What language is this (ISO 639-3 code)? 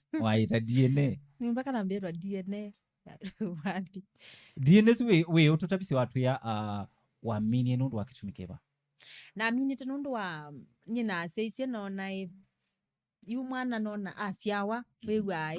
kam